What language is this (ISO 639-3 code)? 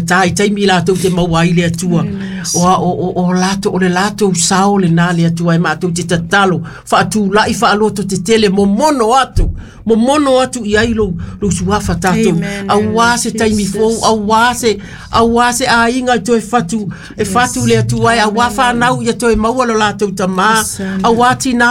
smo